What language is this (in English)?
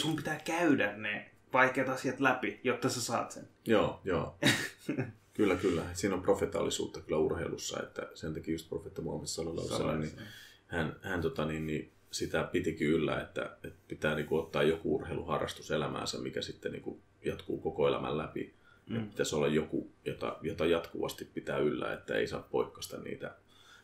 Finnish